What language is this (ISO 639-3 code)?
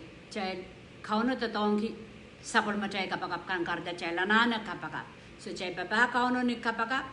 pon